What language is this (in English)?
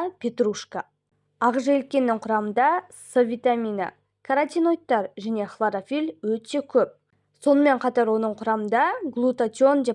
Kazakh